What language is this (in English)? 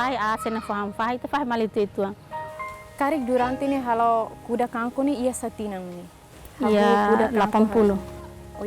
Tetum